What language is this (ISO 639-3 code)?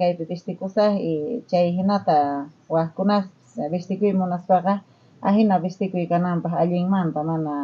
quh